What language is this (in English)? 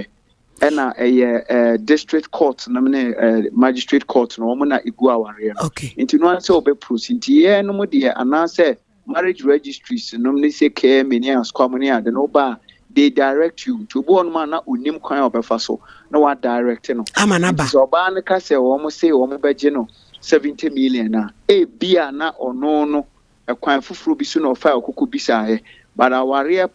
Akan